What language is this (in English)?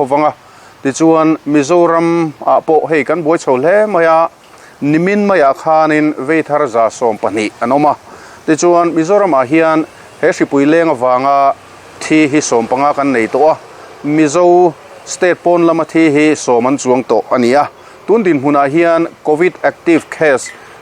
Mizo